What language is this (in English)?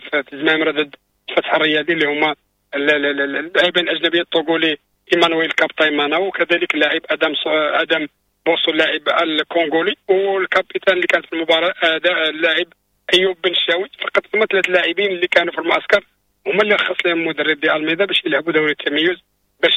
Moroccan Arabic